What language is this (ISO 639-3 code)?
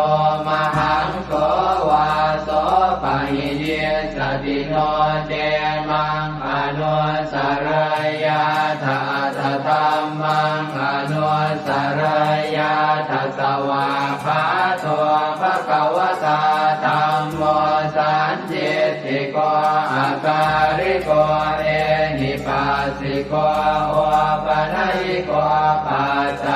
pli